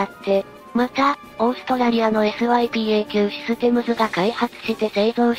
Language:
Japanese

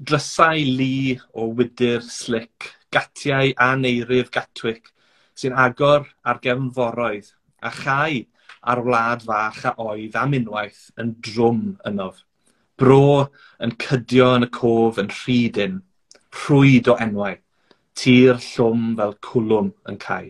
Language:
Welsh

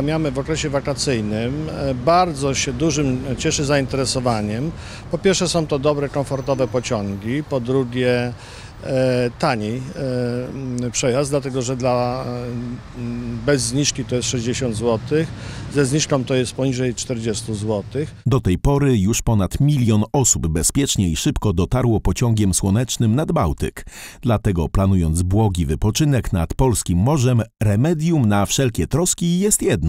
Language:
Polish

